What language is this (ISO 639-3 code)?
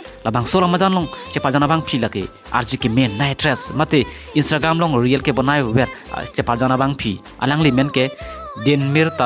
mjw